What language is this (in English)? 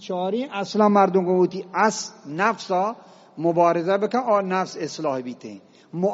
Eastern Balochi